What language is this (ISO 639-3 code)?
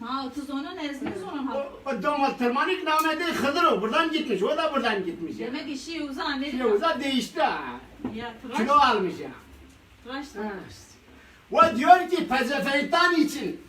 zza